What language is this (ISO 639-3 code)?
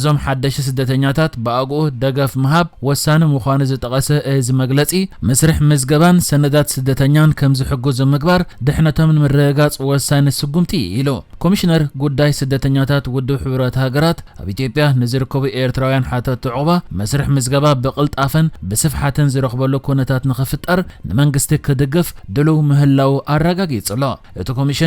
tir